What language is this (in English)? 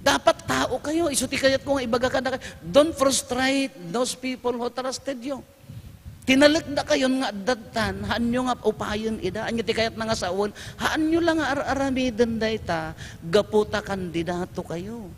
Iloko